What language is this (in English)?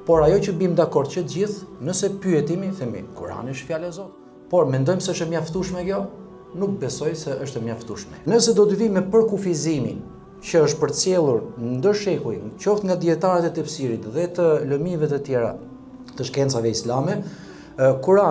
Albanian